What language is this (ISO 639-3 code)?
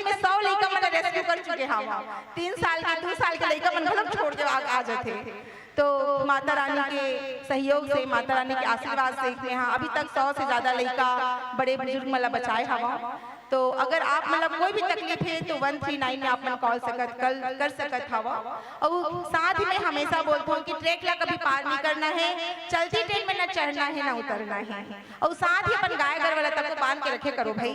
hne